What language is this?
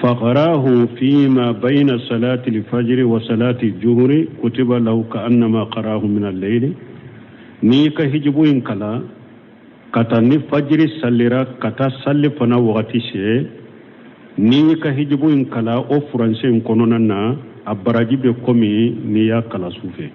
Bambara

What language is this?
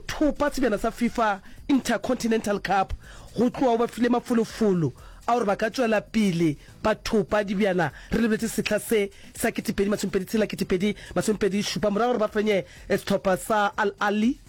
Northern Sotho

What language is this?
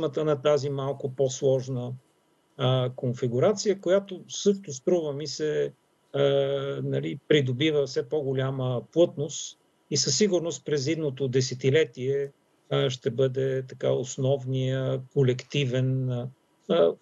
Bulgarian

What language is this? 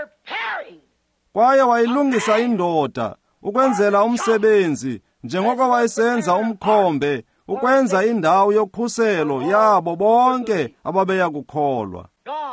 Xhosa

